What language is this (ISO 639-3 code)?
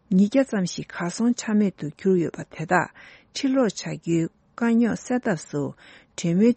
bod